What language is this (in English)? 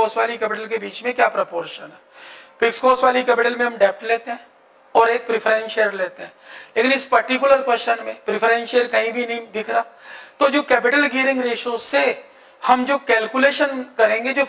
Hindi